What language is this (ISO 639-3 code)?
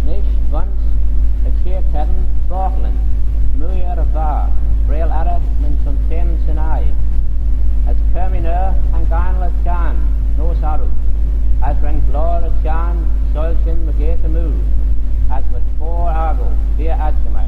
glv